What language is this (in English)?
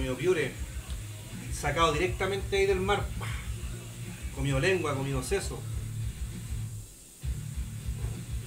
Spanish